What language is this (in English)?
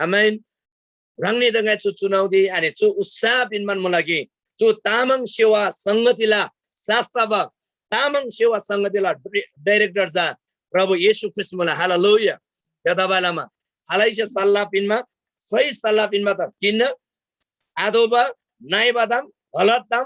Eastern Tamang